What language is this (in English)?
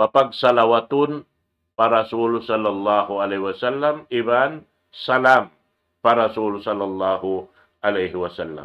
Tausug